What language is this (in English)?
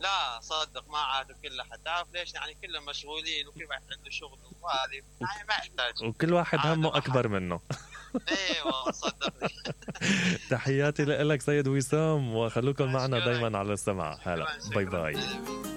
Mesopotamian Arabic